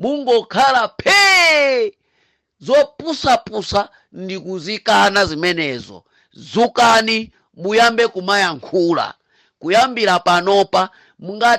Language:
Nyanja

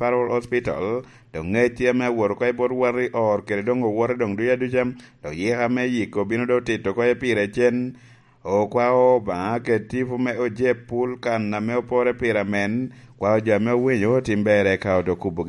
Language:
Lango (Uganda)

